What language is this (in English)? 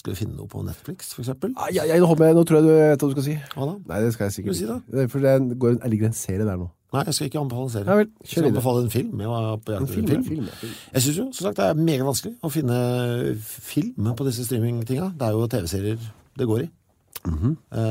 Norwegian